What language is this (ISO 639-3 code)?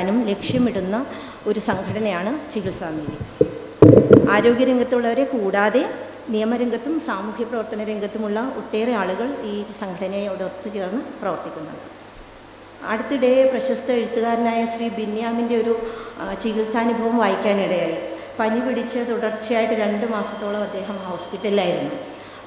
mal